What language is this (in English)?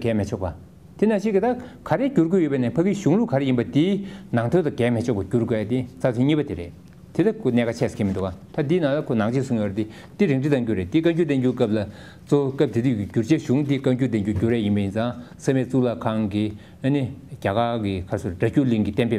Tibetan